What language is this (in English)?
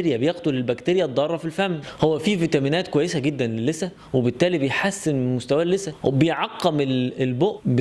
Egyptian Arabic